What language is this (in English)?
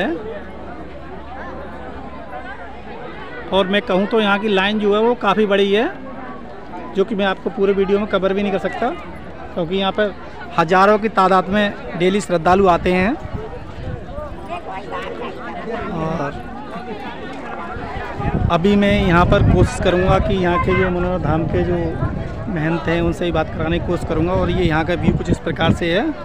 Hindi